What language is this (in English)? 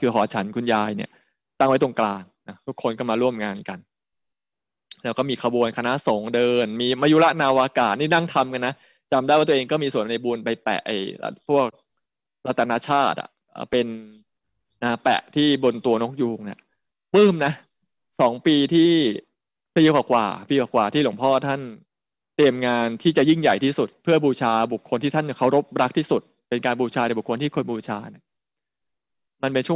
Thai